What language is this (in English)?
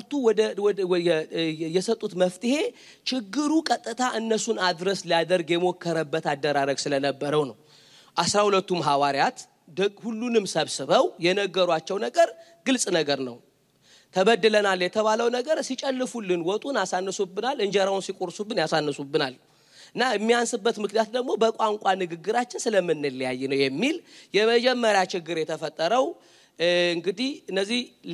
Amharic